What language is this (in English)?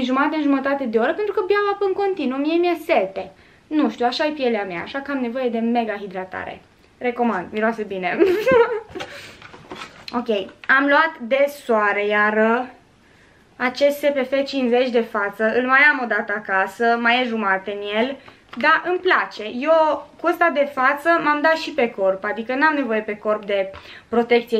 Romanian